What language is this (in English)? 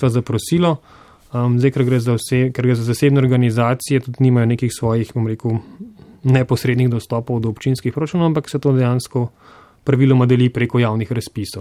Slovenian